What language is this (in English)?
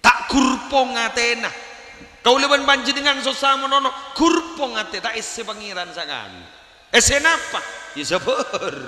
Madurese